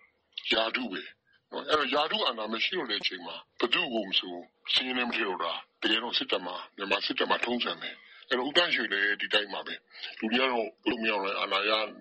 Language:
Burmese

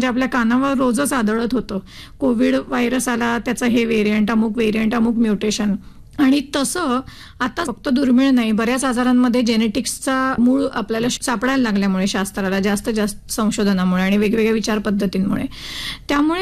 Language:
Marathi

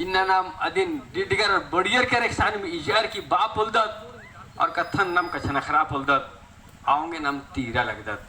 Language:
Kurukh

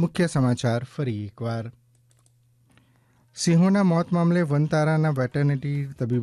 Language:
Gujarati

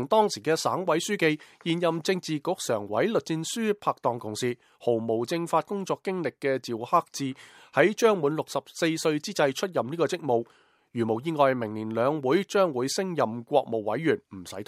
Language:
Cantonese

